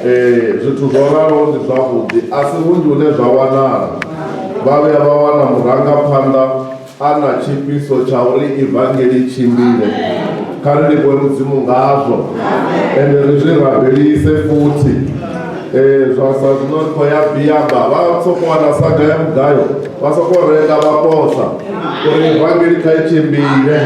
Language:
Venda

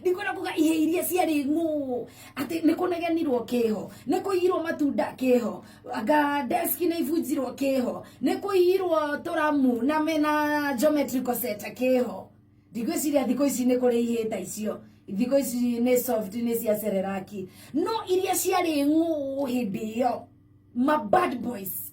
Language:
Kikuyu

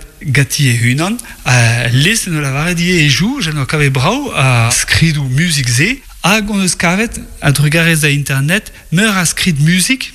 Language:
Breton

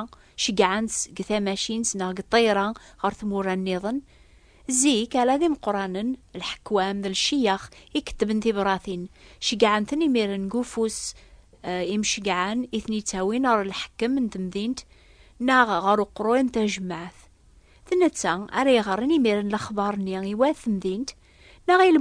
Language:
Kabyle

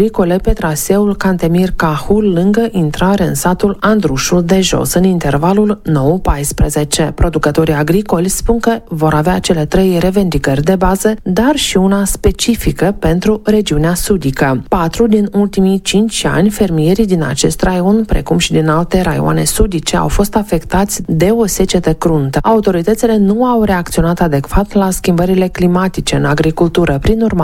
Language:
Romanian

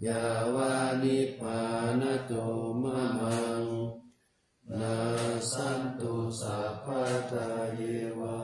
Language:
Pali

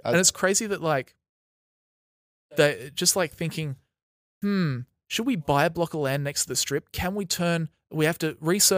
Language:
English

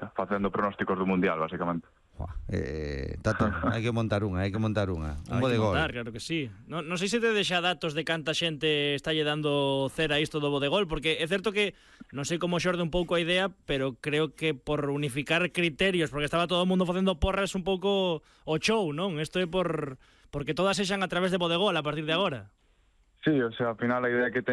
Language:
Galician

